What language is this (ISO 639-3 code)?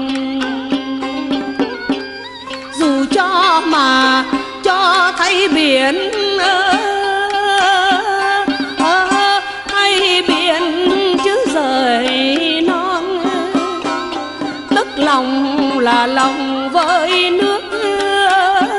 vie